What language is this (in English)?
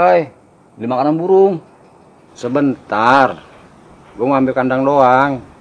Betawi